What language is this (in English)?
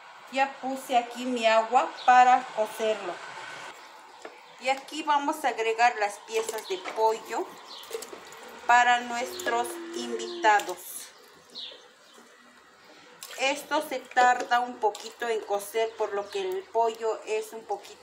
Spanish